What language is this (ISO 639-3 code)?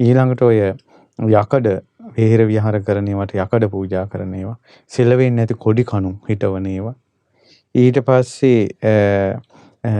sin